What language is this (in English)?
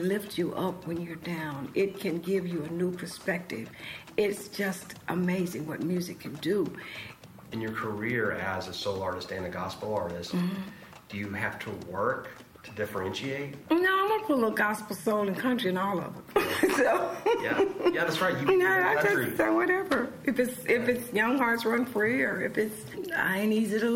English